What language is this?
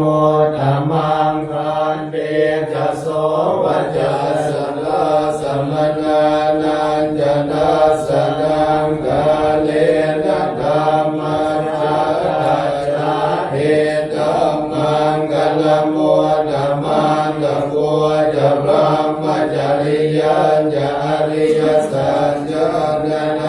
Pali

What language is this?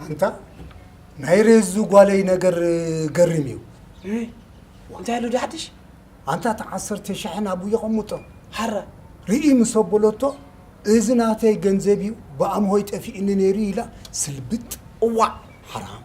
Tigrinya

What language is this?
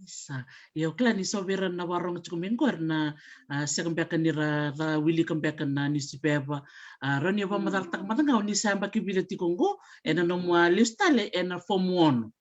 Fijian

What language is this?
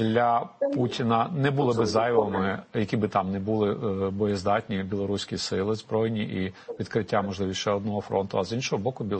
Ukrainian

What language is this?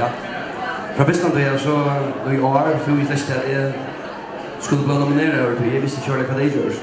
Faroese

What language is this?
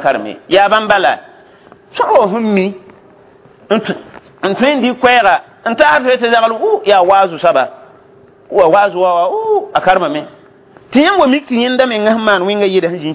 Mossi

